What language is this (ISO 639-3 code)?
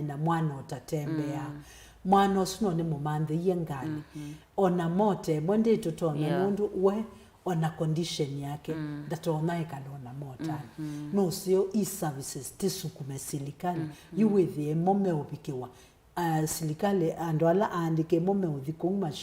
kam